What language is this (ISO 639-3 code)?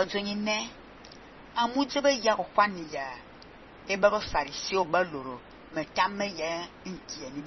fan